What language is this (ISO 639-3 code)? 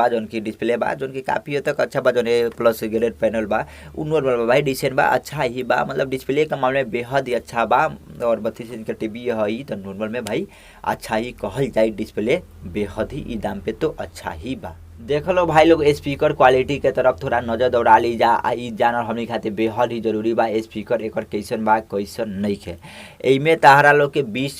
bho